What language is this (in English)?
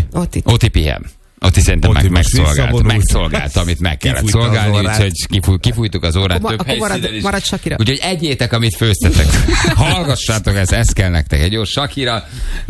Hungarian